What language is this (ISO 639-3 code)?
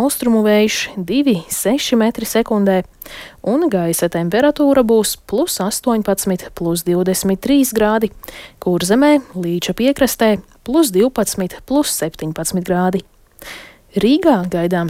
lav